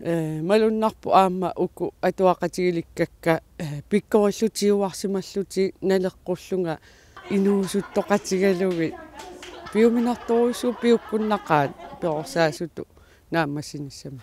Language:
Kalaallisut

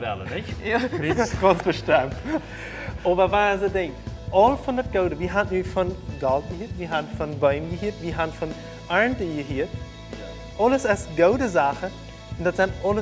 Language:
Plautdietsch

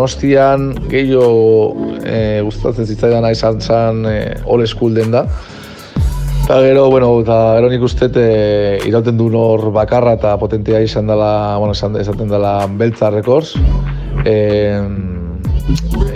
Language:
Basque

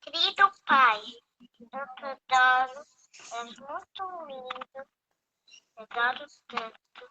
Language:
Kabuverdianu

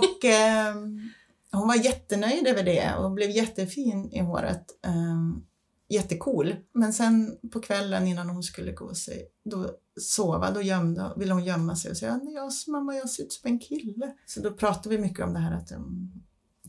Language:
Swedish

